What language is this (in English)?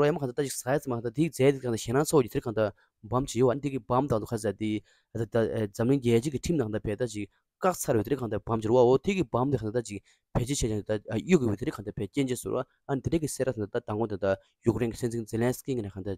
Tibetan